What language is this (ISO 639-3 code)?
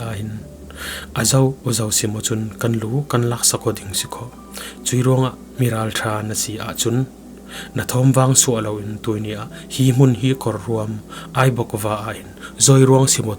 cfm